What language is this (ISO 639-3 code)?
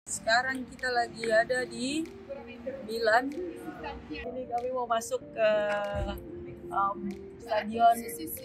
ind